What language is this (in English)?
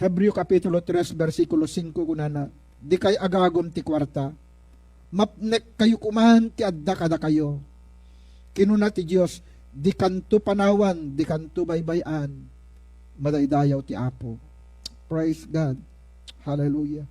Iloko